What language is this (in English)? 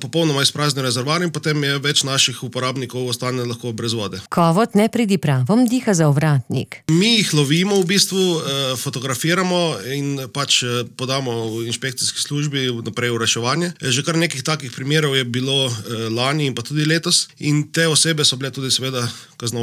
Slovenian